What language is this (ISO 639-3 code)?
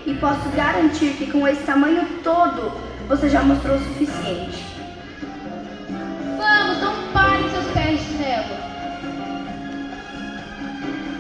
por